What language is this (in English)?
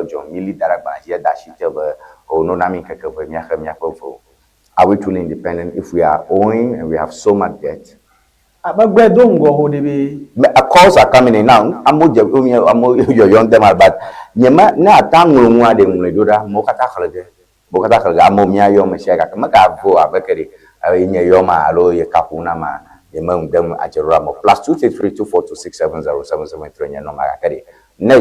Ewe